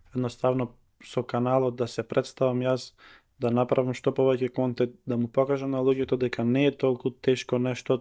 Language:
Macedonian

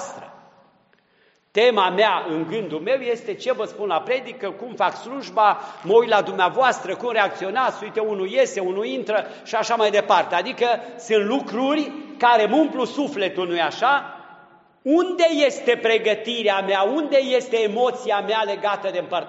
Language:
Romanian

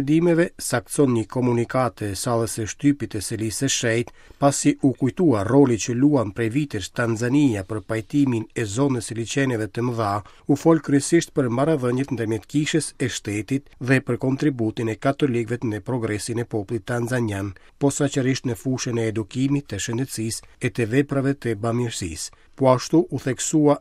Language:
Albanian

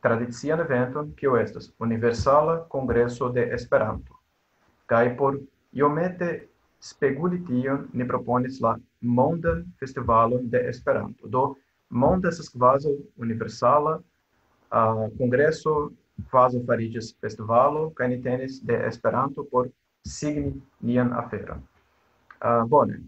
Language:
Esperanto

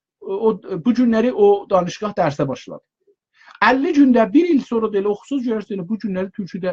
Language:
South Azerbaijani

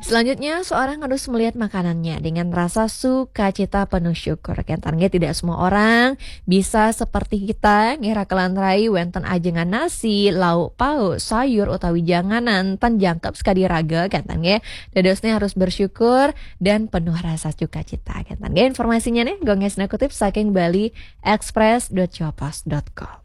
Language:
Balinese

